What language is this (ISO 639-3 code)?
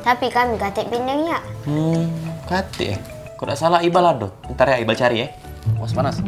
mui